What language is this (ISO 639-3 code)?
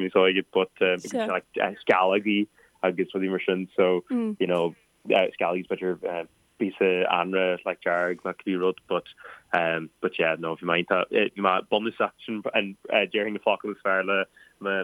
gle